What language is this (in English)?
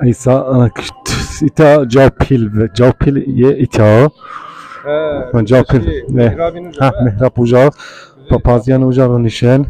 Zaza